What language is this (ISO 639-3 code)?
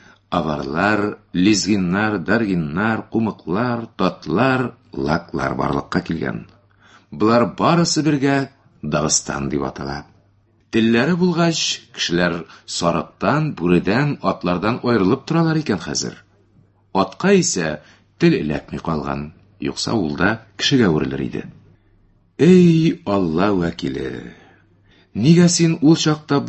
tat